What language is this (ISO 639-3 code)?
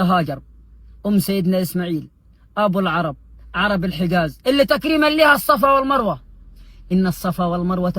arz